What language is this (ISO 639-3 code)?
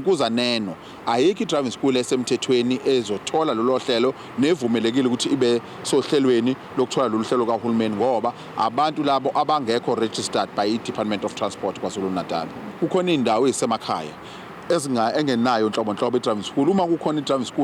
zul